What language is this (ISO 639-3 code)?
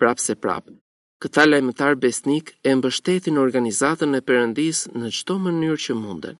sqi